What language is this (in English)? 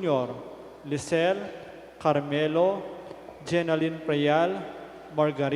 Pampanga